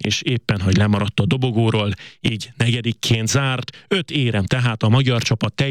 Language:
Hungarian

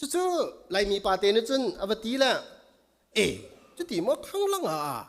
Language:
Hakha Chin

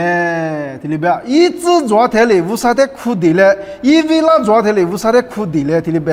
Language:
Lisu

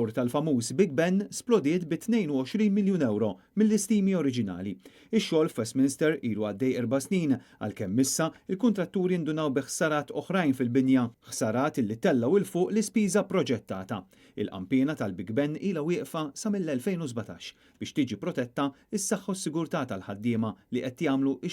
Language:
Maltese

